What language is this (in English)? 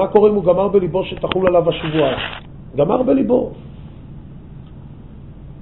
Hebrew